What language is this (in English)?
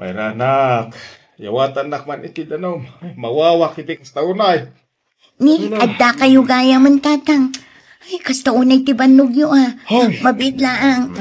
Iloko